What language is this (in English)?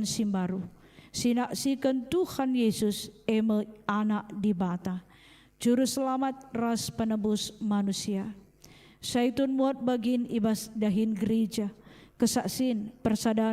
Batak Karo